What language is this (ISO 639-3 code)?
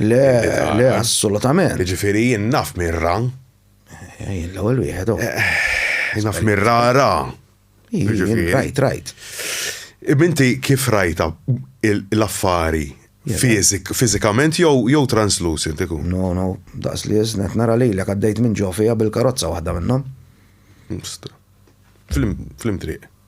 mlt